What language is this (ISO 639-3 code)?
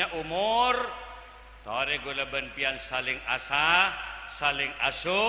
mad